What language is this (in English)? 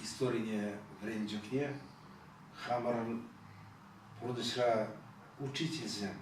Chuvash